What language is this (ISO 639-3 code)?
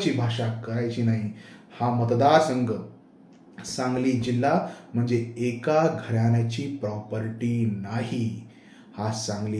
mar